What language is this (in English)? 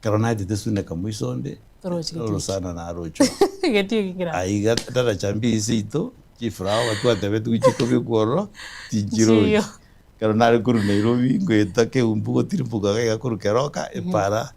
Gusii